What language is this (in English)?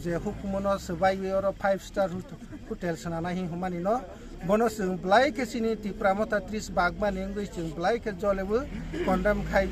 Kok Borok